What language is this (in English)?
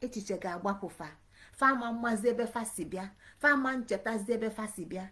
Igbo